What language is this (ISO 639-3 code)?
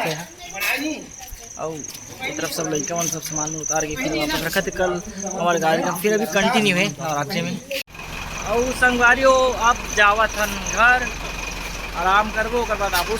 hne